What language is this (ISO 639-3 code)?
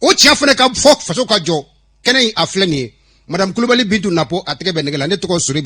bam